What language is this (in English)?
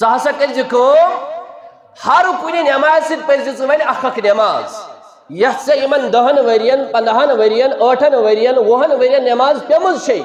Kashmiri